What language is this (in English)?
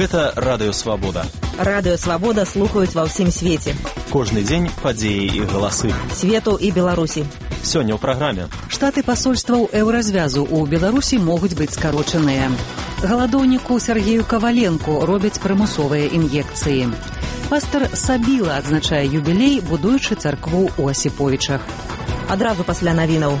Belarusian